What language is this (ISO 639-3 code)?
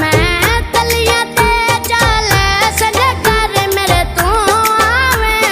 phr